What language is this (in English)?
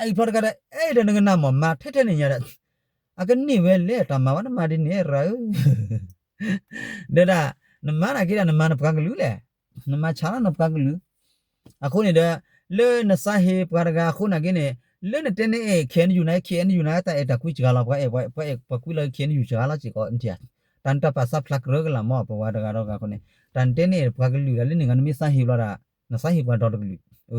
S'gaw Karen